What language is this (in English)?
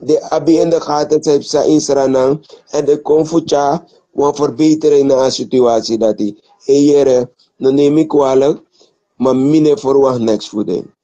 Sranan Tongo